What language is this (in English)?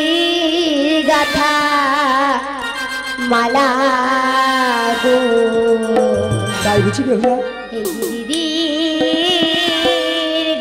Bangla